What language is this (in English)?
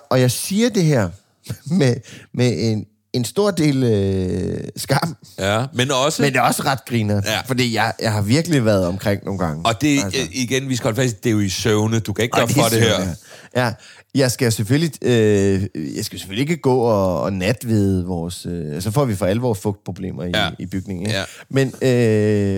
Danish